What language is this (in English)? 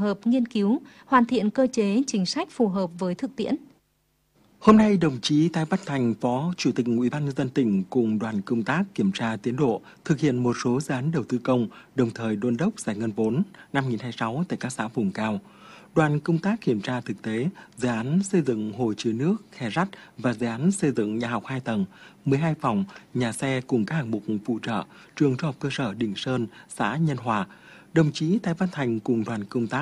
Vietnamese